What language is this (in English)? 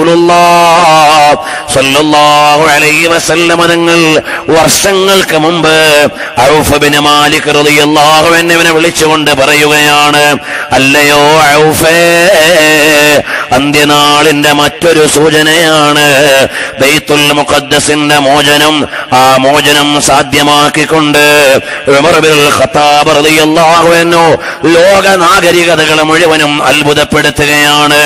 Malayalam